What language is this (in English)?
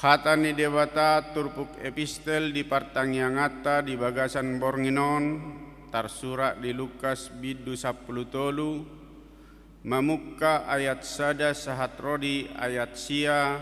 Batak Toba